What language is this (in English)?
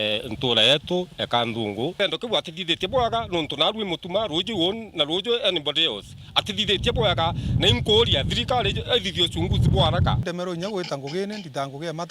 Meru